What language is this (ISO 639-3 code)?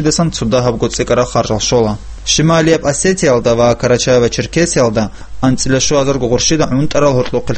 ava